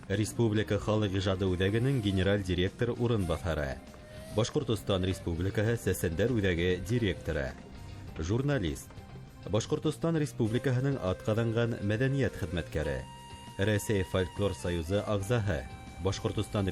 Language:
Bashkir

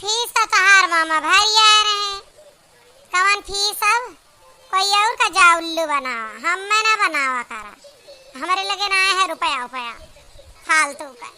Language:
Awadhi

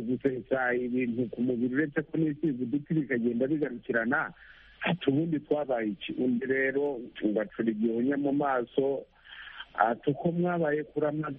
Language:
Kinyarwanda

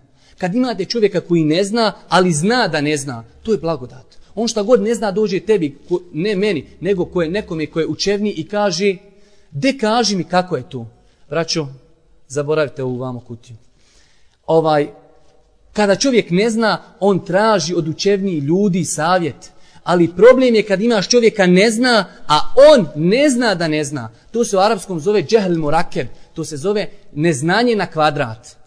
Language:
Bosnian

